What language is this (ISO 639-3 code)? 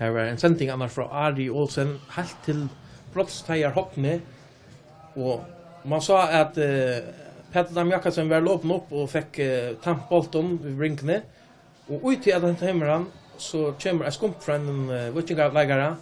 fao